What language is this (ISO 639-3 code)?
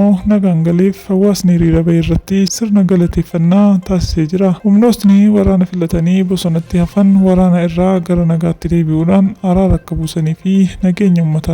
orm